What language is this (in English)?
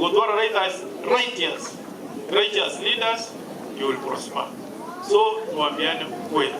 Gusii